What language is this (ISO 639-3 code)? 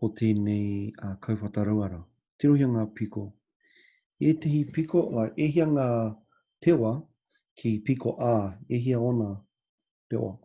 mri